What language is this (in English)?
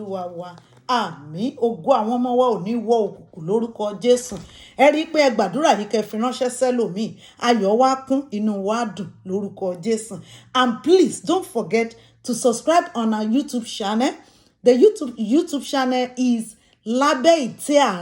Yoruba